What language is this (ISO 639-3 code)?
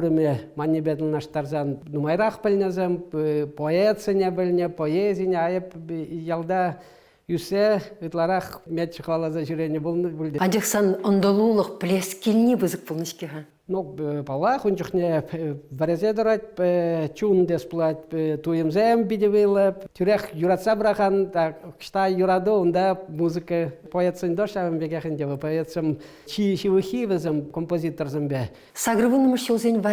chv